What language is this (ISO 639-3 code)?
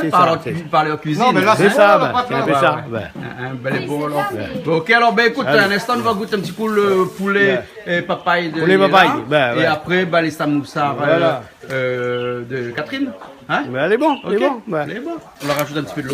rcf